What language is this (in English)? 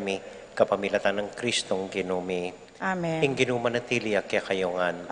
Pampanga